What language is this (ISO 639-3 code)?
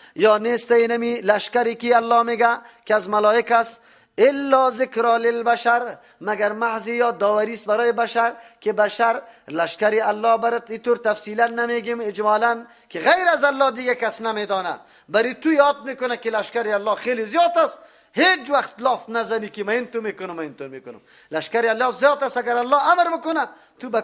fas